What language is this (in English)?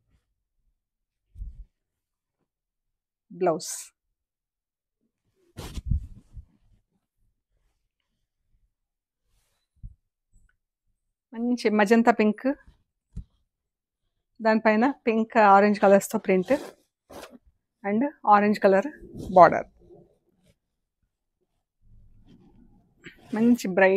Telugu